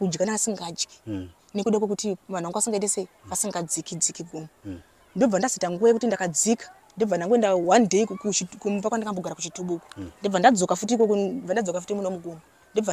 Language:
Shona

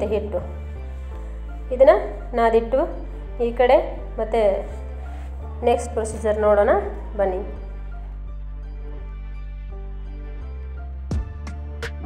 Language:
Kannada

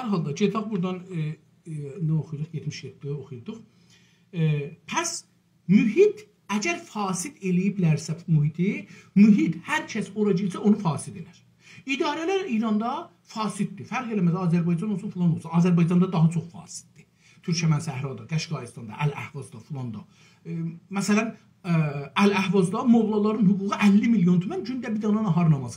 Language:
South Azerbaijani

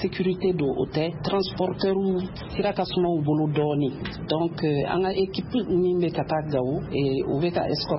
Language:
Bambara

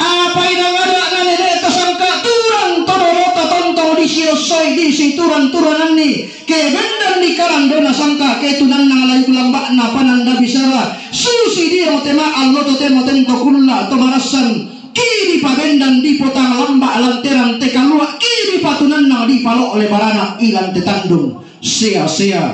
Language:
Toraja-Sa'dan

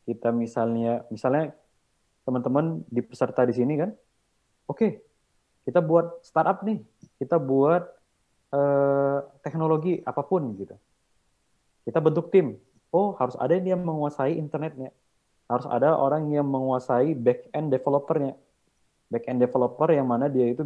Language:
Indonesian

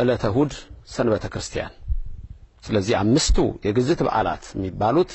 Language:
Amharic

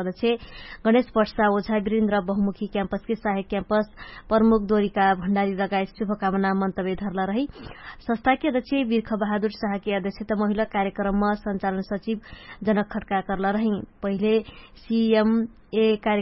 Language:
Dangaura Tharu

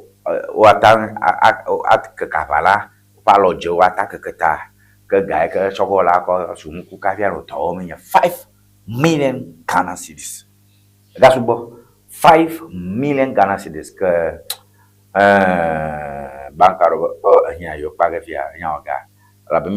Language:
Ewe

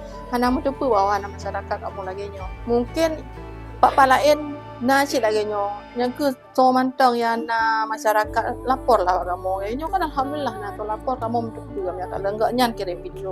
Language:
Achinese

